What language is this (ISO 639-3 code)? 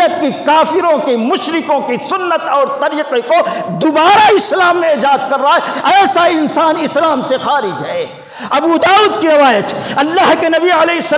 urd